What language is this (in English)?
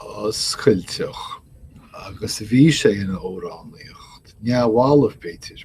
Irish